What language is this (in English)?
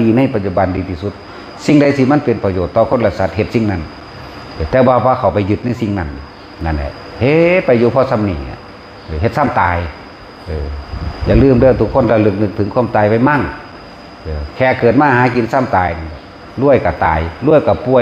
Northeastern Thai